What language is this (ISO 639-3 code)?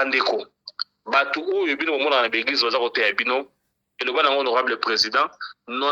lin